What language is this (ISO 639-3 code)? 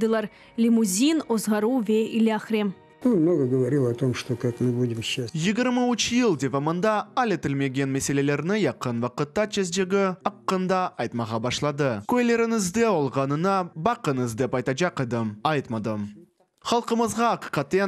crh